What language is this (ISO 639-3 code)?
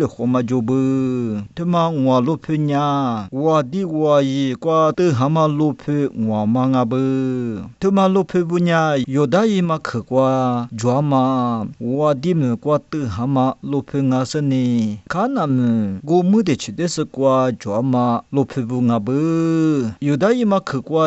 lis